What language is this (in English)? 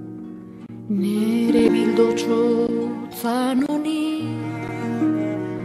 Basque